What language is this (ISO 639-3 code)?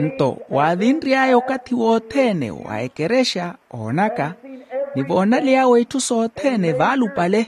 vmw